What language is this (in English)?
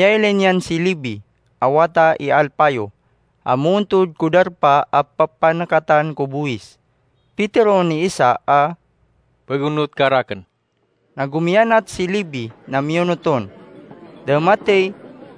Maranao